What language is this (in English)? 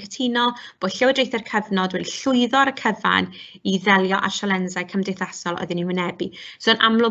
Welsh